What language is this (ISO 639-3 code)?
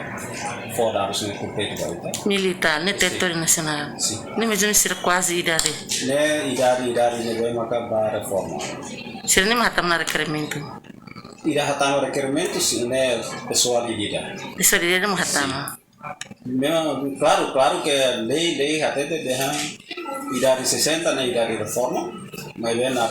tet